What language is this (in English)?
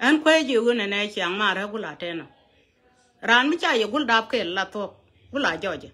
Nuer